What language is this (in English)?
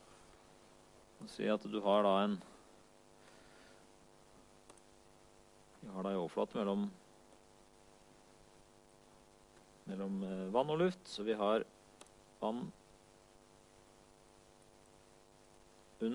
Norwegian